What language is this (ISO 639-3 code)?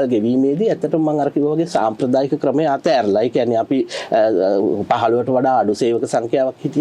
sin